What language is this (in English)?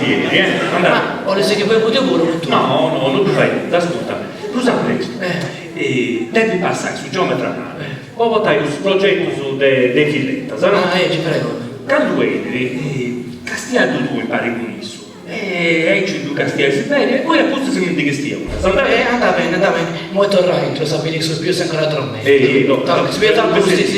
Sardinian